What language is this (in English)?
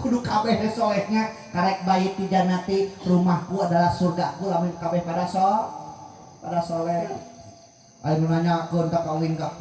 Sundanese